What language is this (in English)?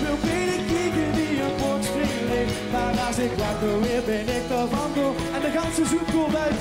Limburgish